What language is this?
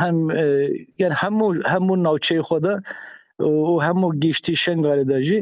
Kurdish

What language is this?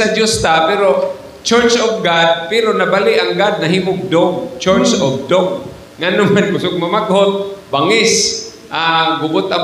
Cebuano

